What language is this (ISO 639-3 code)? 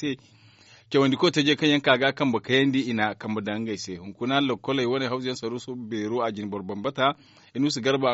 dje